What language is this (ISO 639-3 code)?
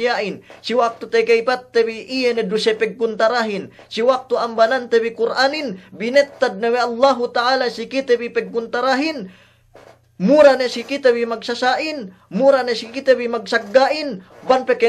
yka